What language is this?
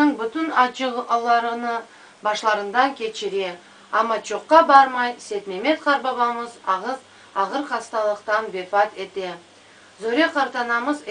Crimean Tatar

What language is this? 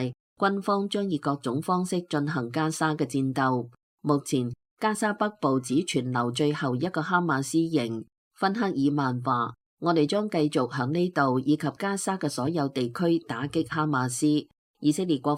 Cantonese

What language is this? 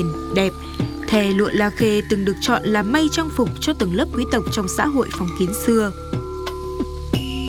Vietnamese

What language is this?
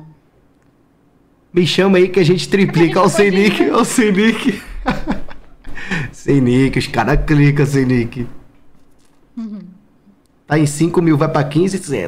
Portuguese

